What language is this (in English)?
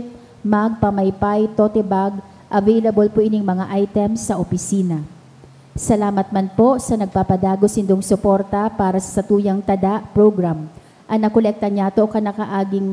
Bikol